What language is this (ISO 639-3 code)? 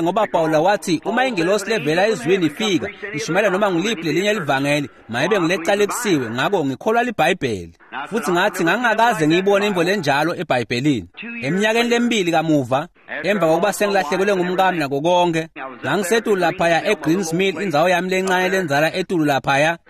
ssw